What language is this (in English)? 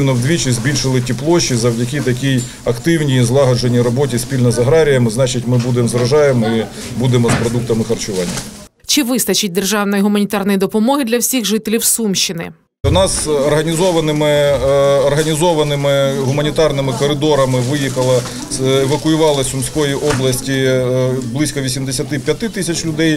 Ukrainian